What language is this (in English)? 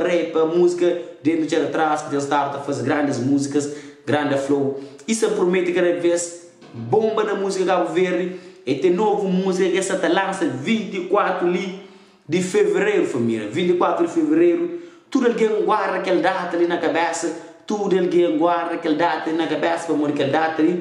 Kabuverdianu